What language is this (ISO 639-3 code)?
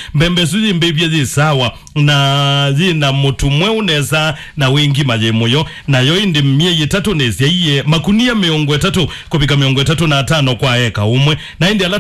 kam